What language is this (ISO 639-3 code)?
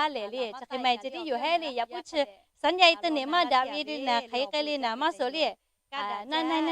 lhu